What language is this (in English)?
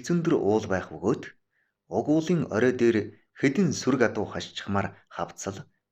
Mongolian